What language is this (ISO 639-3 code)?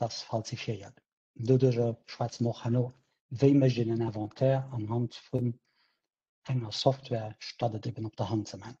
ltz